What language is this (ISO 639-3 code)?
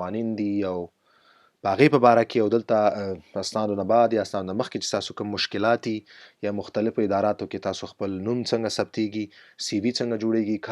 pus